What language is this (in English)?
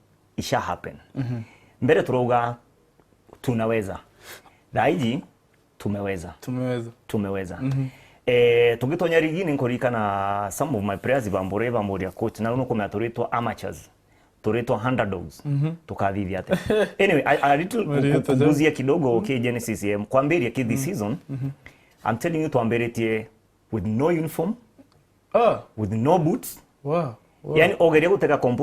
Meru